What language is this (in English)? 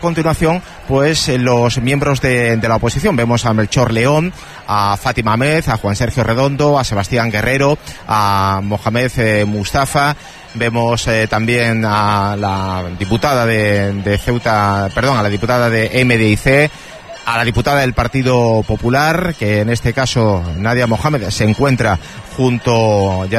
Spanish